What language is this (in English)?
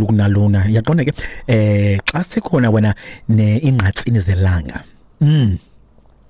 Xhosa